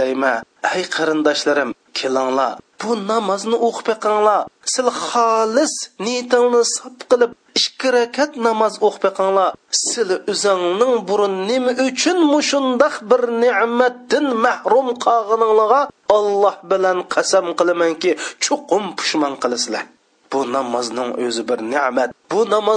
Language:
Uyghur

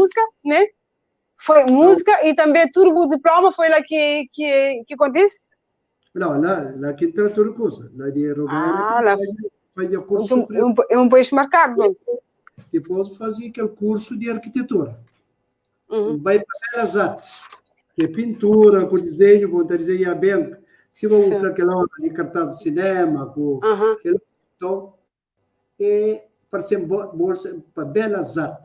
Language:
Kabuverdianu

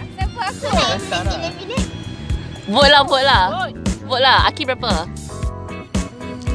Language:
Malay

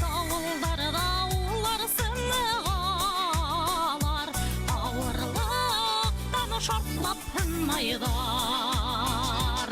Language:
Bashkir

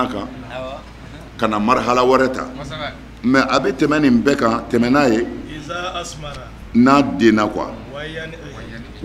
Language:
Bambara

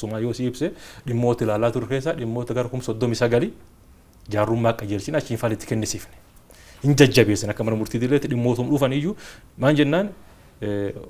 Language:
Oromo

